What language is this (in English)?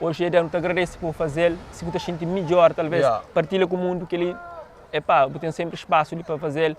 Kabuverdianu